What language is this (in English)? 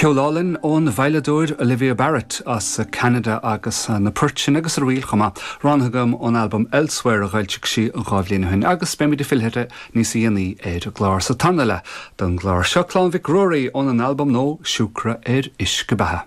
Irish